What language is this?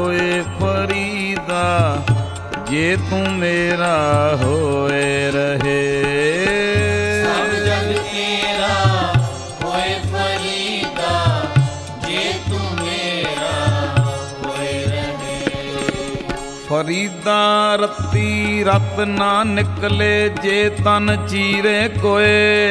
Punjabi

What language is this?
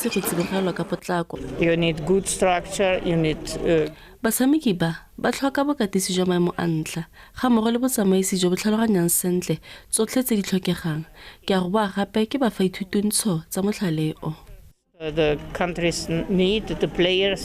Tswana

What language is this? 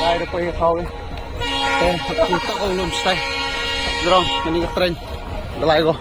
Khasi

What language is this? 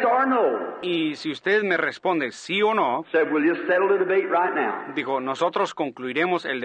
Spanish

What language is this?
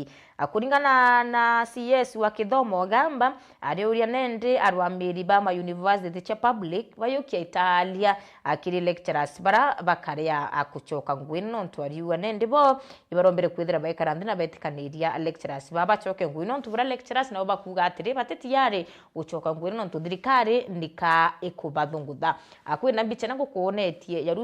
Meru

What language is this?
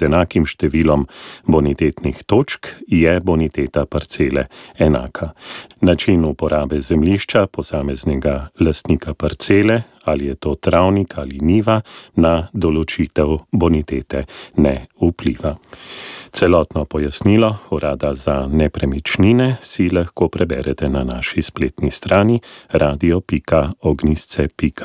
Slovenian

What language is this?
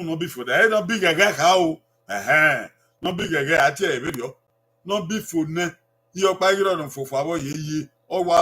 Bini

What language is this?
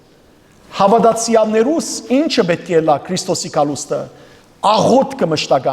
Western Armenian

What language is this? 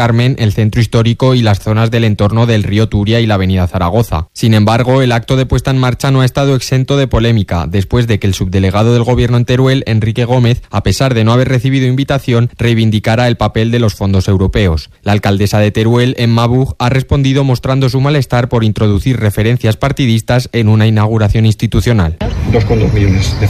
Spanish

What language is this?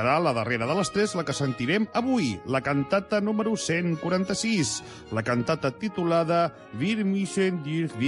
Catalan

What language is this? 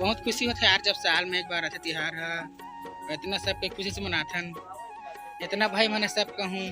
Chhattisgarhi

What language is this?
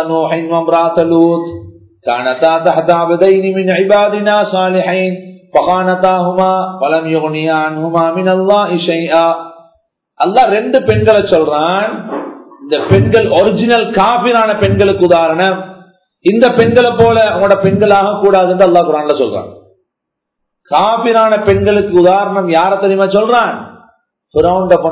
Tamil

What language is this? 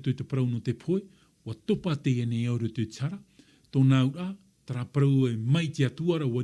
Tahitian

